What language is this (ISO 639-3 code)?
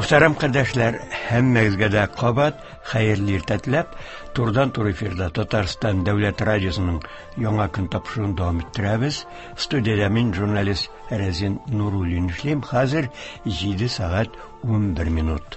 tat